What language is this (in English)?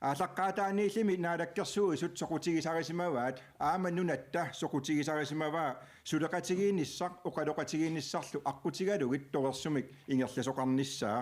Kalaallisut